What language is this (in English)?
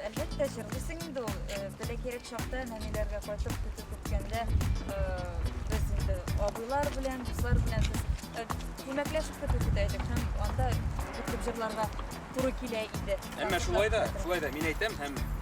Bashkir